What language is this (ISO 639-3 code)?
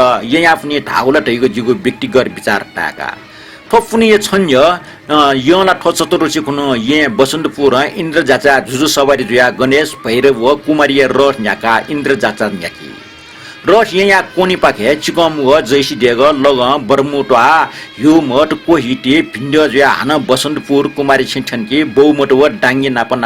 new